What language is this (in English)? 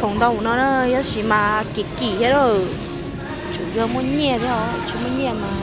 Hmong